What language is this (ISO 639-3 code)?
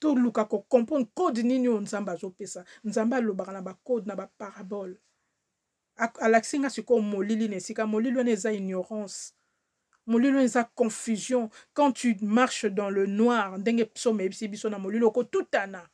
lin